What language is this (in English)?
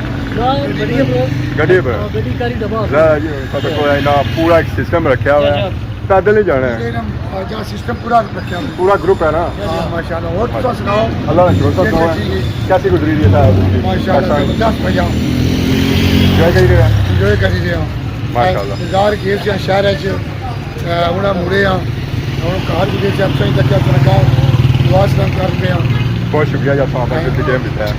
Pahari-Potwari